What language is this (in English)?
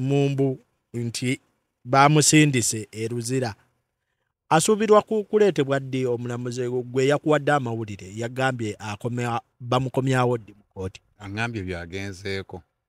Ganda